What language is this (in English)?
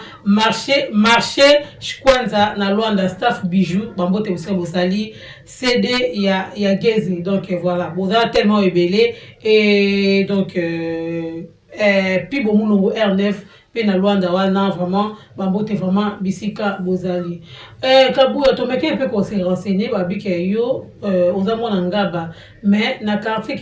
Lingala